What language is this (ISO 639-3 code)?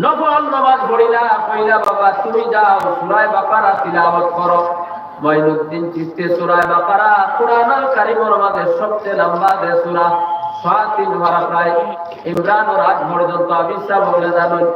syl